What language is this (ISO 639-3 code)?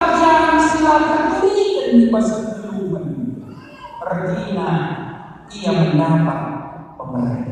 btx